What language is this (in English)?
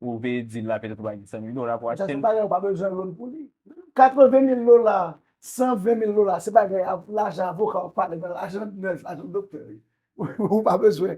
Haitian Creole